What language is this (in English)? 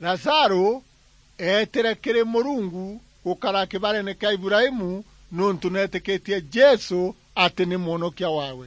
Meru